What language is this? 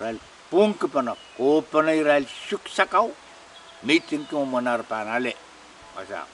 Pohnpeian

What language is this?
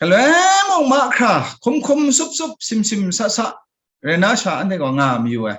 Kachin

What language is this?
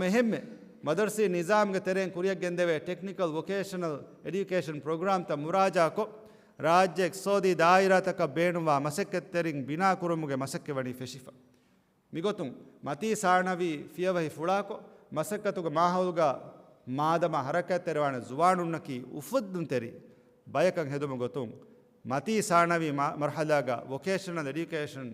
Divehi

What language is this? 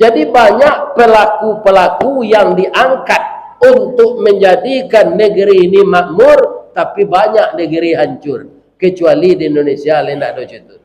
Minangkabau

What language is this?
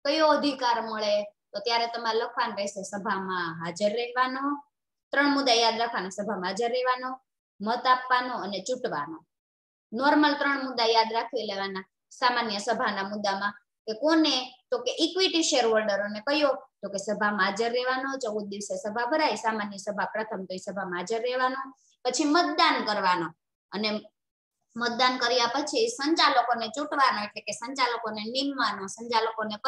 Gujarati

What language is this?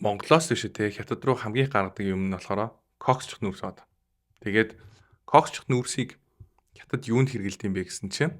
Mongolian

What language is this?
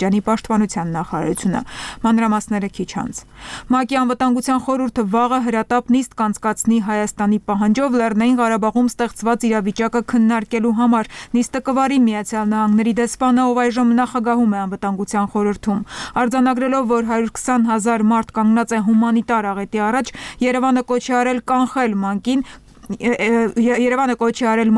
Armenian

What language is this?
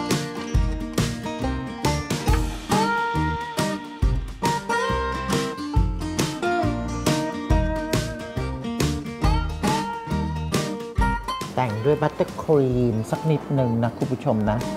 Thai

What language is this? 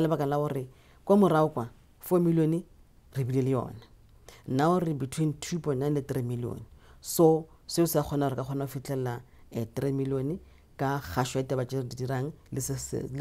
Northern Sotho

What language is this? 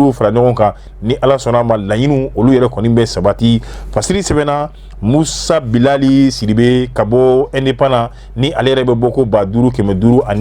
Bambara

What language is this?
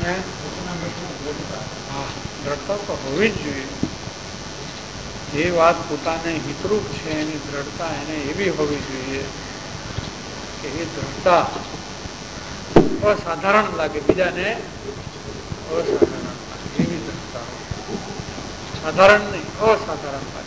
Gujarati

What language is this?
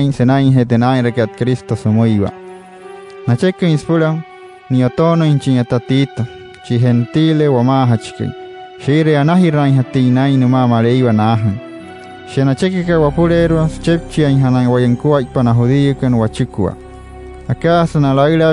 Wayuu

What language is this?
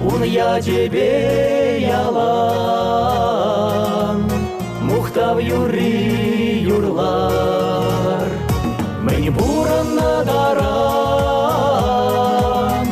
Chuvash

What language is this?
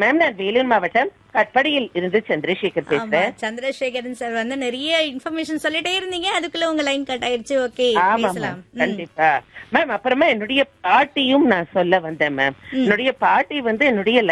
Tamil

